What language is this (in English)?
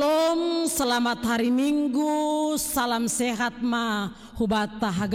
Batak Simalungun